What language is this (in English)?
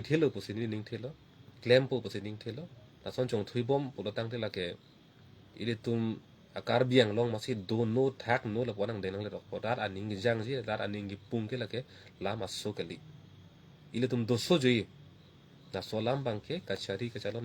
Karbi